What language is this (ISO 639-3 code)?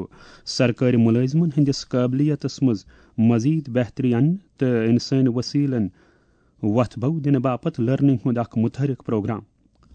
kas